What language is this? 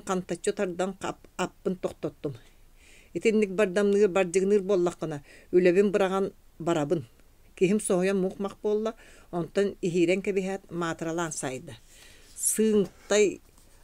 Yakut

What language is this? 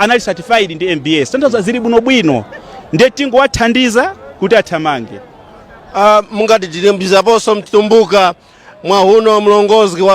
Nyanja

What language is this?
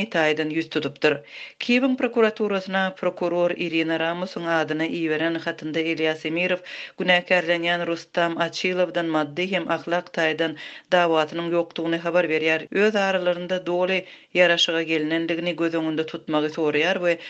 Turkmen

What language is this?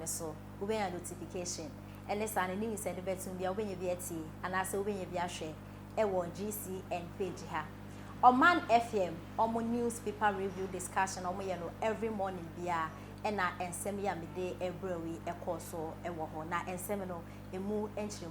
Akan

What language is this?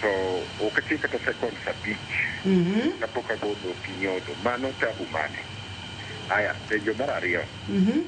Luo (Kenya and Tanzania)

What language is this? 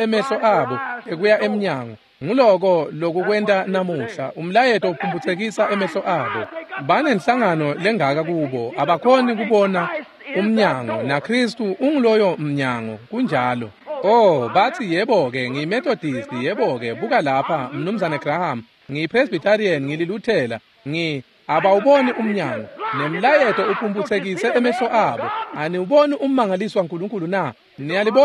Swati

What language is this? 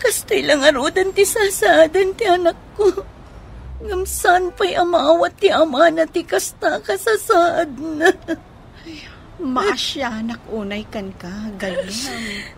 Iloko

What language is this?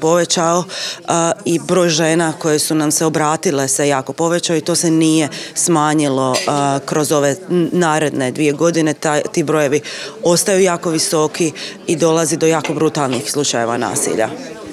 Croatian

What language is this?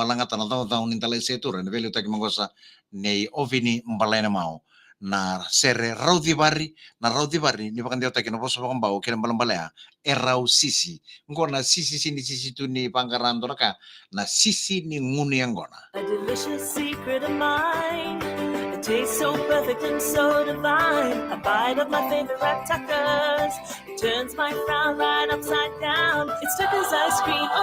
Fijian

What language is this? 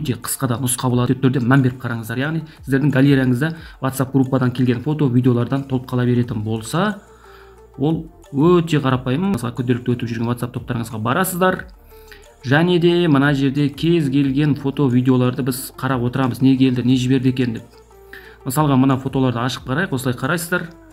Kazakh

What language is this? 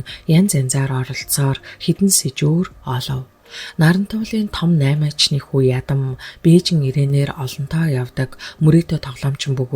Mongolian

